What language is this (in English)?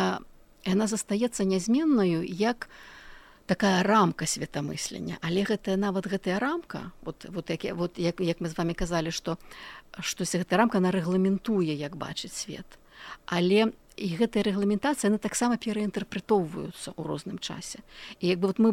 Belarusian